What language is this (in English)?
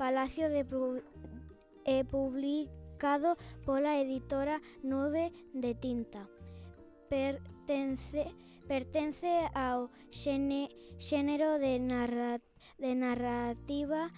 Galician